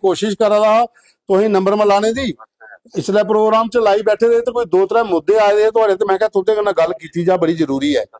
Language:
Dogri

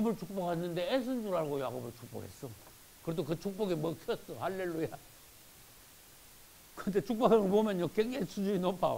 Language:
Korean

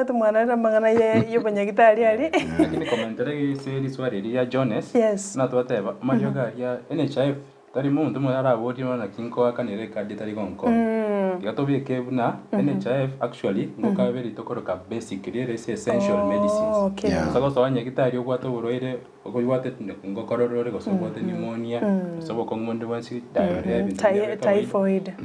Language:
Gusii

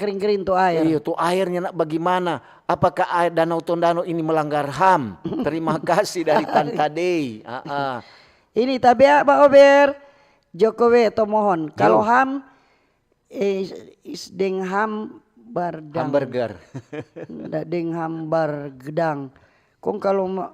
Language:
Manado Malay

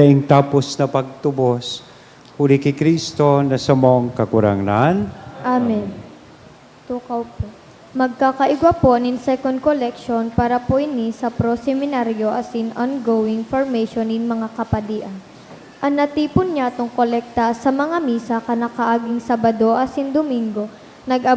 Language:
Bikol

